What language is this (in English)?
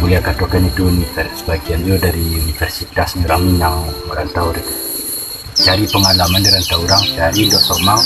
Minangkabau